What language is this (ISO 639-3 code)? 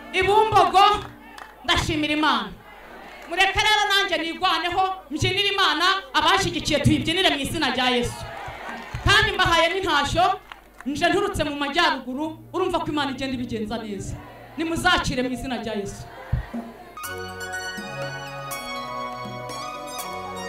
kin